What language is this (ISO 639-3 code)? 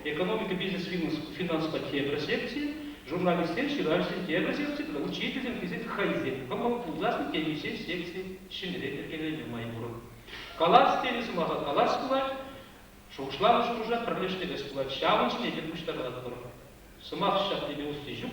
chv